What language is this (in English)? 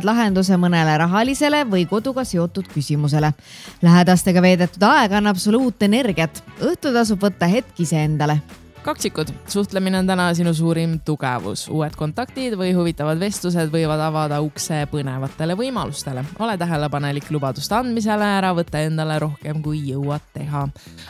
Estonian